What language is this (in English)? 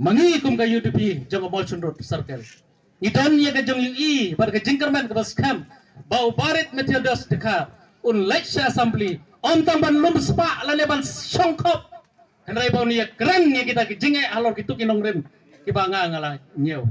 Khasi